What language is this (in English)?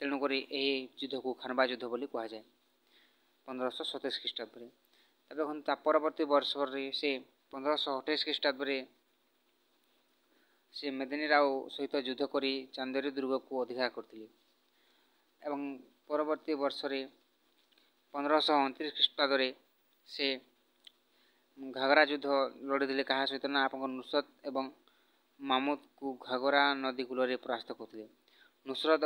Odia